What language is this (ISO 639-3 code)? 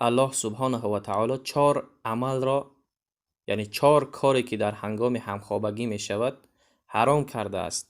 tgk